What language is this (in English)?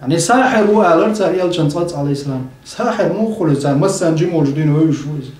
Chechen